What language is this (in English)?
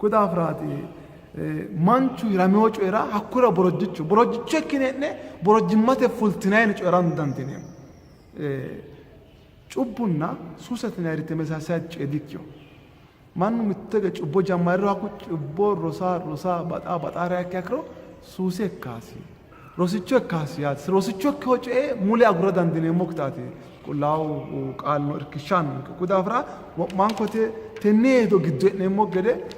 Sidamo